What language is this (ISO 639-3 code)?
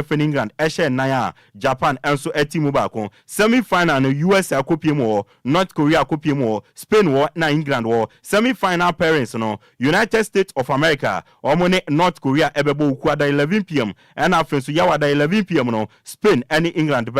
aka